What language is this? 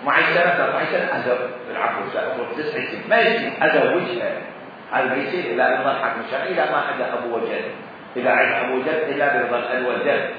Mesopotamian Arabic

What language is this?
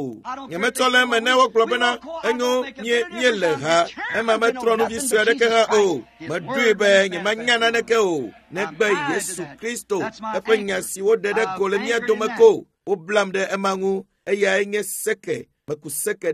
Ewe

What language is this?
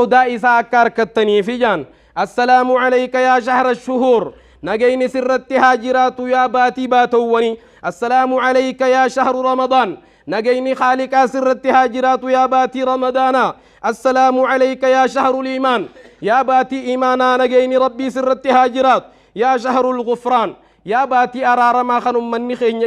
Oromo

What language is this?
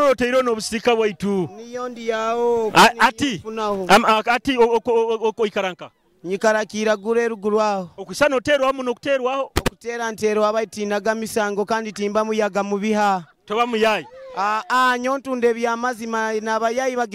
Nyoro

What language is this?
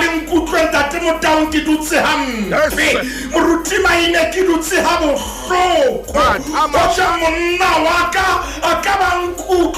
Southern Sotho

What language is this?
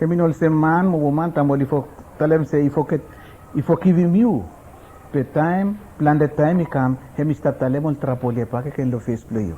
Bislama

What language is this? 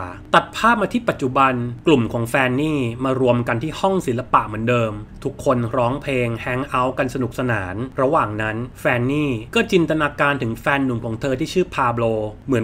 Thai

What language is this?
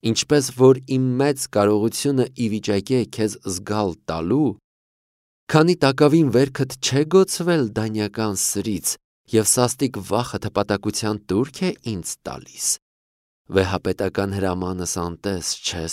Armenian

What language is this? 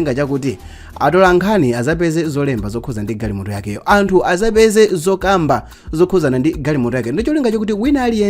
Nyanja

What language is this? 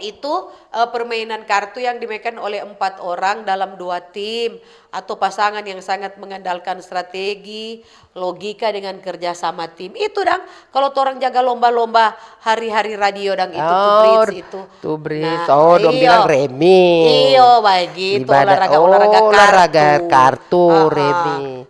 Manado Malay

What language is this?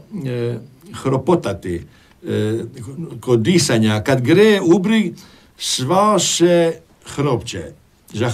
Croatian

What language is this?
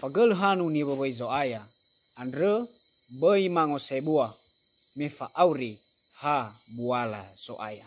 Nias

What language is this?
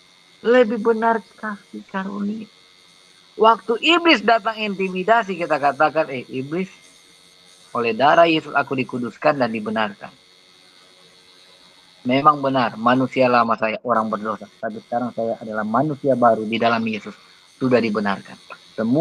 Indonesian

